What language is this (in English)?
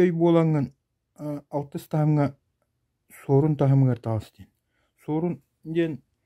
Yakut